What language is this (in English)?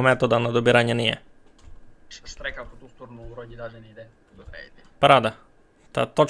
Rusyn